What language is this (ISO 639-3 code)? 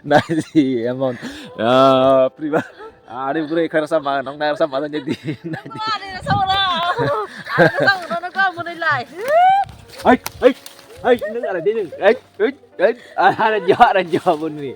trp